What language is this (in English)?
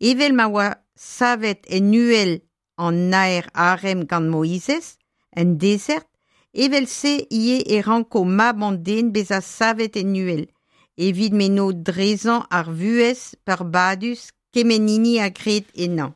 Breton